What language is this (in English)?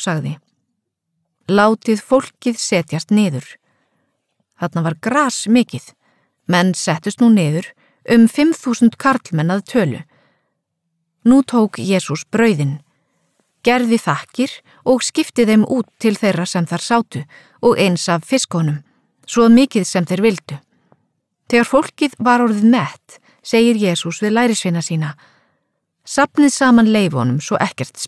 Icelandic